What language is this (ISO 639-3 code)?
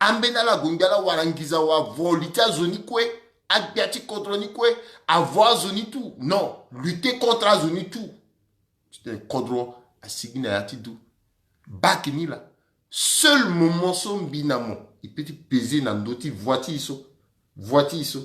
sag